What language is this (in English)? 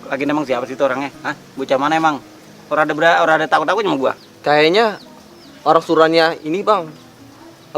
Betawi